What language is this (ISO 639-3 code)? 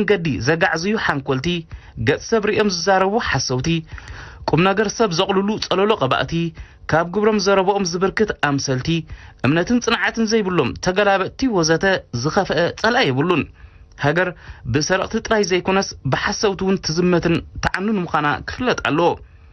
tir